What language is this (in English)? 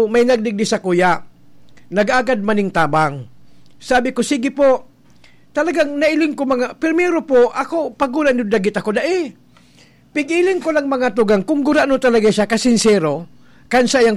Bikol